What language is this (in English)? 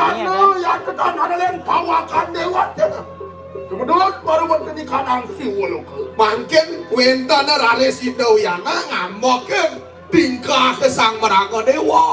Balinese